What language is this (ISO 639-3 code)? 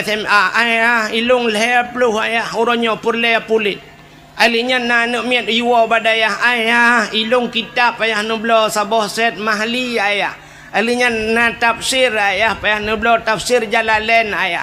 ace